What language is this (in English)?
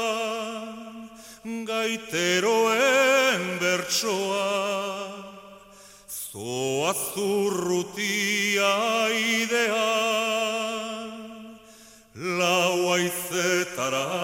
Basque